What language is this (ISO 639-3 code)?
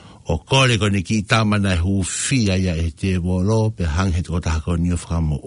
ton